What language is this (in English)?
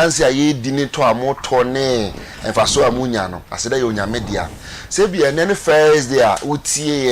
Akan